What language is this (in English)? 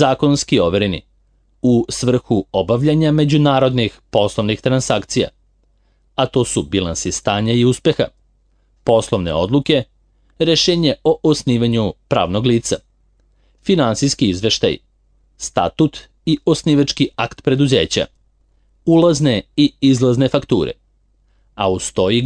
Serbian